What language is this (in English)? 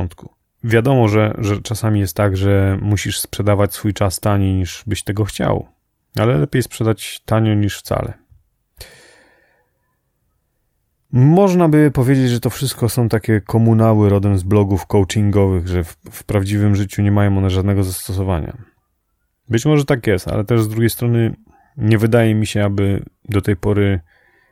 Polish